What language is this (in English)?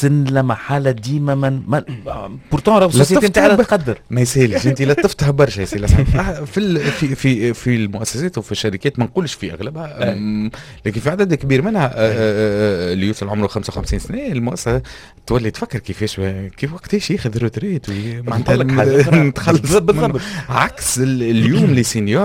Tunisian Arabic